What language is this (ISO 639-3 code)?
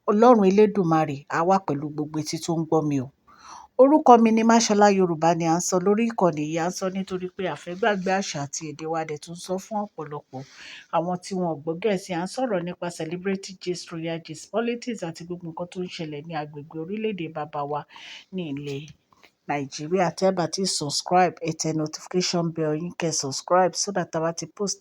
yor